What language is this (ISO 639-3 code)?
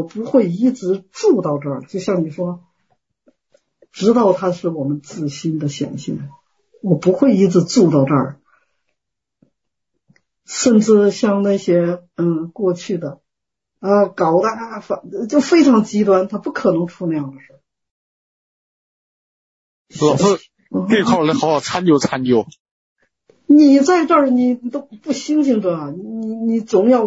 zho